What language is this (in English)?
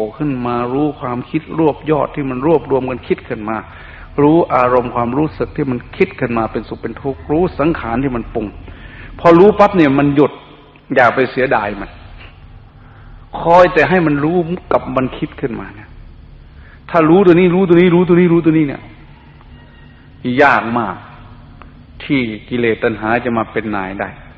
Thai